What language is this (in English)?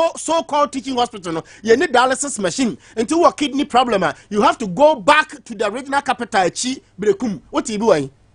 Akan